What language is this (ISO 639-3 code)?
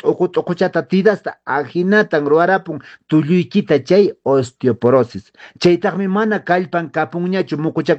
que